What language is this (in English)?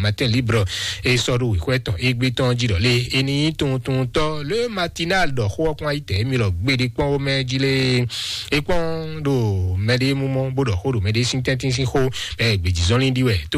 Fon